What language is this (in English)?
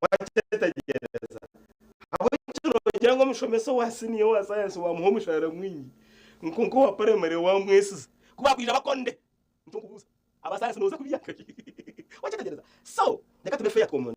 Nyankole